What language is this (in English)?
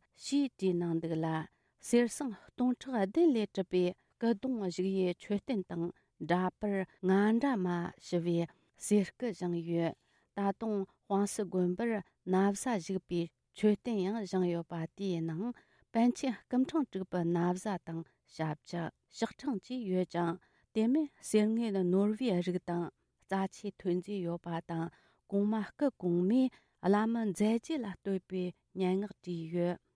Tibetan